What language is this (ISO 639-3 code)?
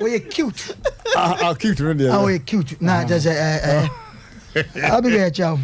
aka